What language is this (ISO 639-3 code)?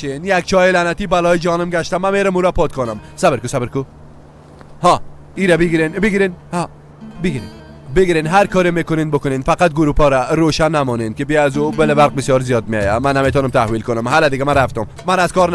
fas